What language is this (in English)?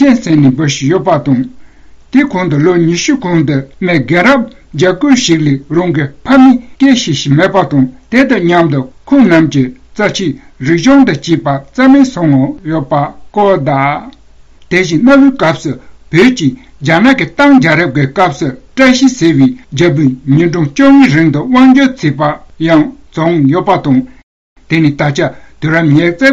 Tibetan